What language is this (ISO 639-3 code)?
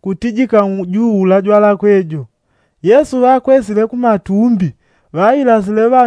yao